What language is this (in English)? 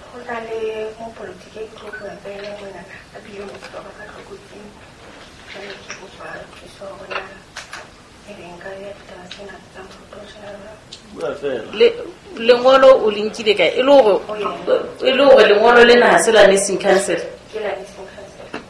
Southern Sotho